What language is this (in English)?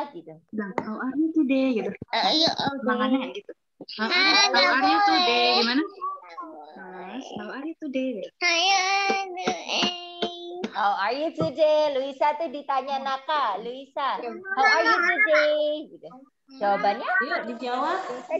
Indonesian